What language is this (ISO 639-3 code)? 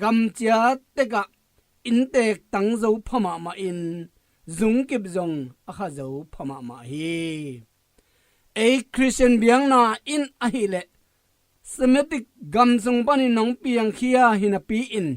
ctd